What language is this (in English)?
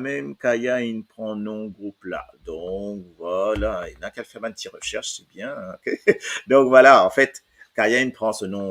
Morisyen